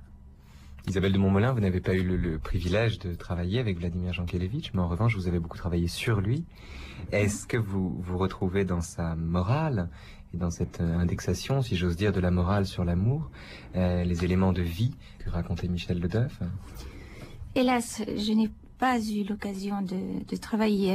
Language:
French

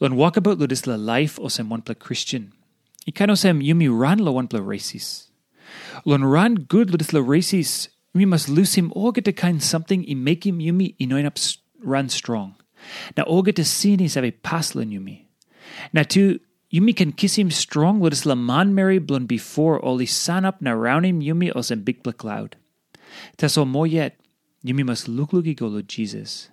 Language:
Tok Pisin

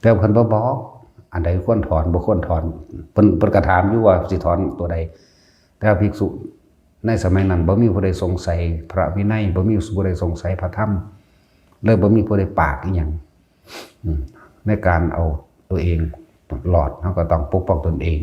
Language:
Northeastern Thai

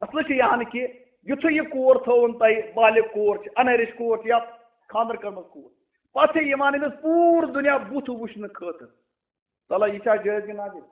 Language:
Kashmiri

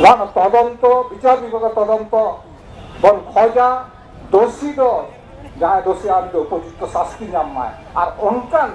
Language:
Santali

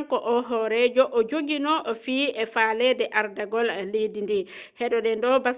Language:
Fula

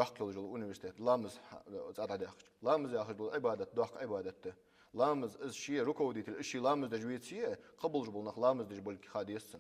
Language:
Ingush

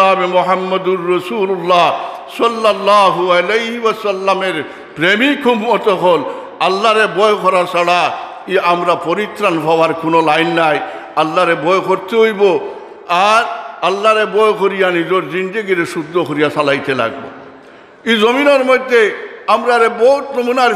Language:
Sylheti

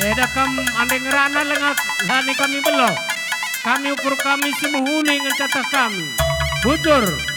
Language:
Batak Karo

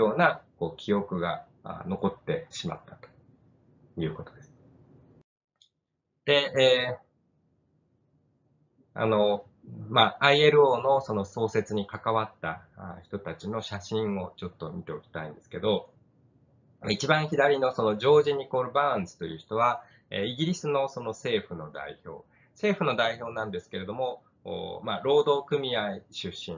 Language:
Japanese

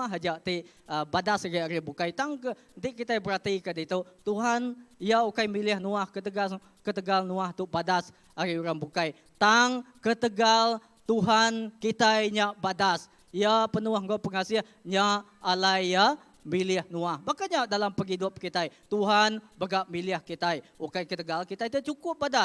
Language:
Iban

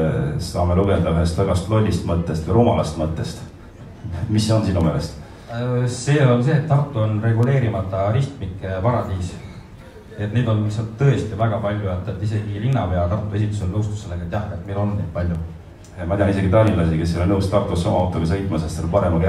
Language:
Estonian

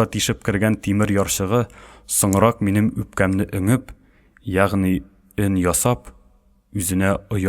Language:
Tatar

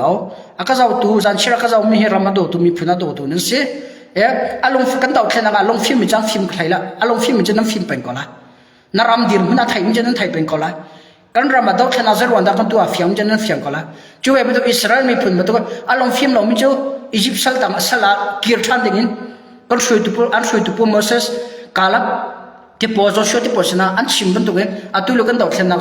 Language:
Hakha Chin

